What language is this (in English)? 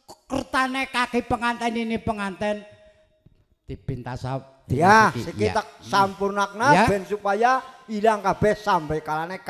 Javanese